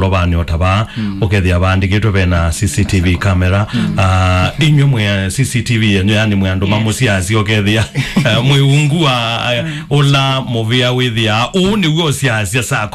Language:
Kamba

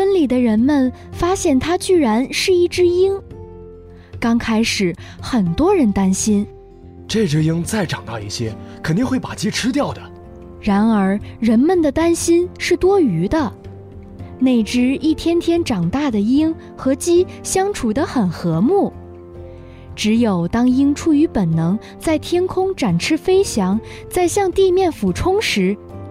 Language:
Chinese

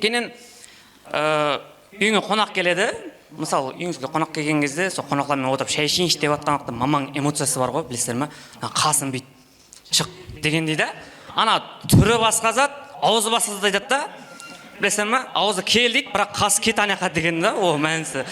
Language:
Kara-Kalpak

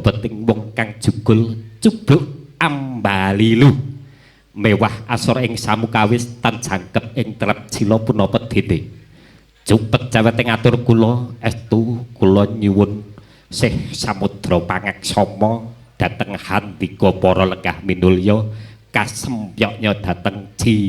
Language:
Javanese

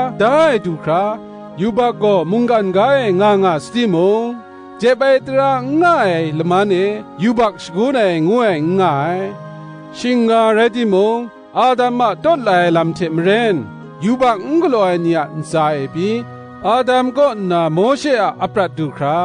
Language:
Kachin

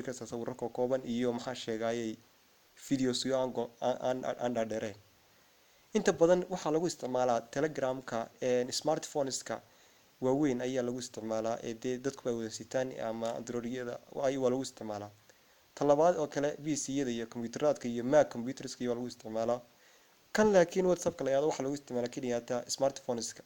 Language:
Somali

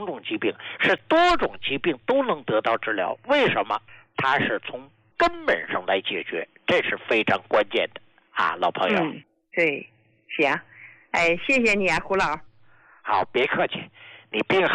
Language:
Chinese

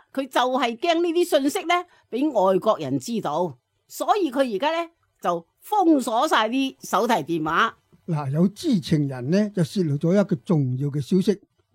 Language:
Cantonese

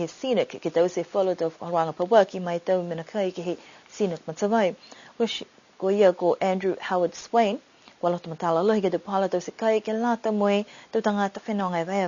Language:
Niuean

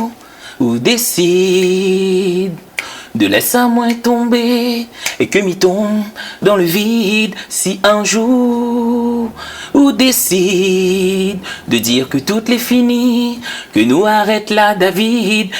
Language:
Réunion Creole French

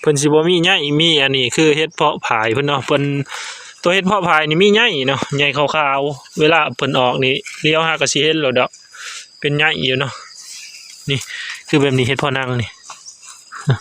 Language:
Northeastern Thai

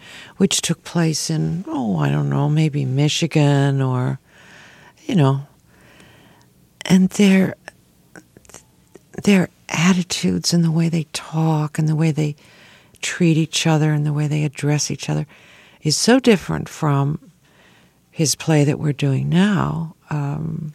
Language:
English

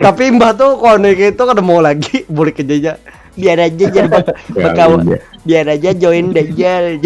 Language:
Banjar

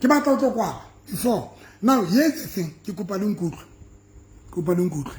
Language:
Southern Sotho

